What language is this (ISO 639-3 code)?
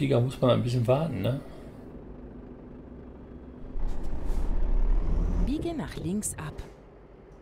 deu